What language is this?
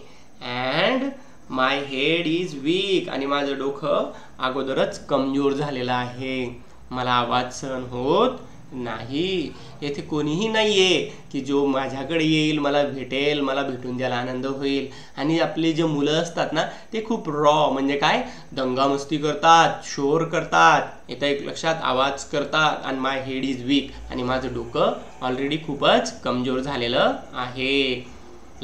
Marathi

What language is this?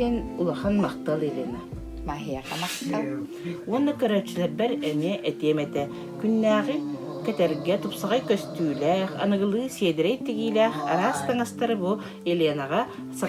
Yakut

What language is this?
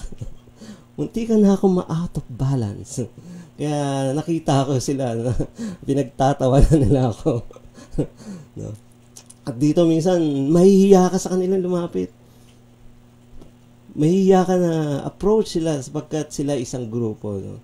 Filipino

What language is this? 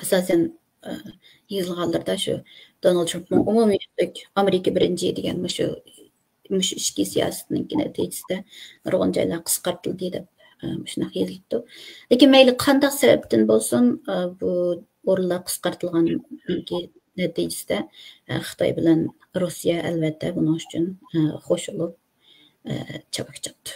Uyghur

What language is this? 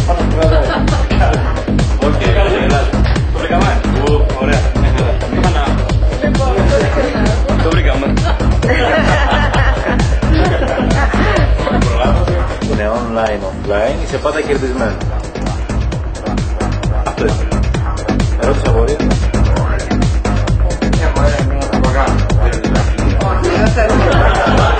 Greek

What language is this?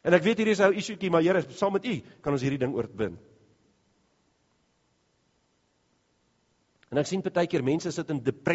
Afrikaans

